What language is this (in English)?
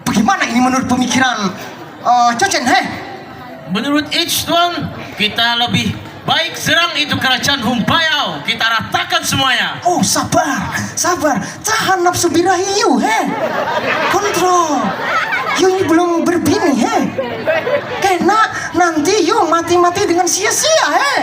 Banjar